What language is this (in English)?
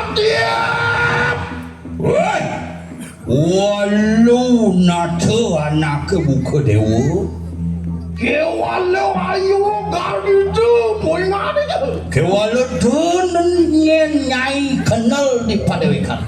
Balinese